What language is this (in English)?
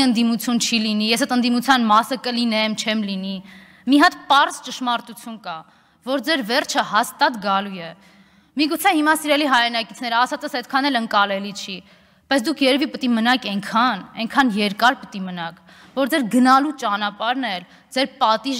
Armenian